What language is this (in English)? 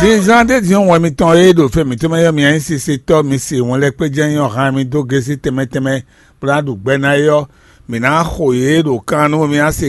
Fon